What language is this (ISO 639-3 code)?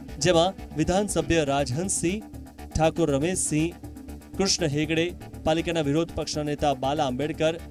guj